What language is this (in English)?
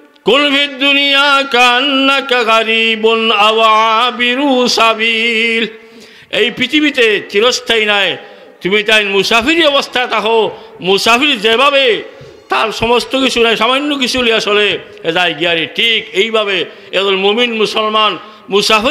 Sylheti